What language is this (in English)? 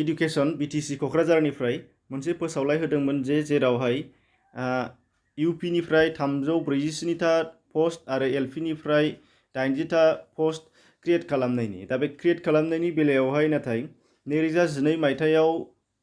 Bodo